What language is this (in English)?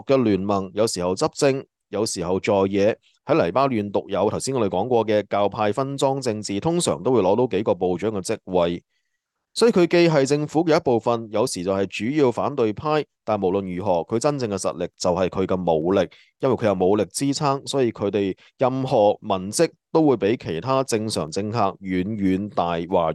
Cantonese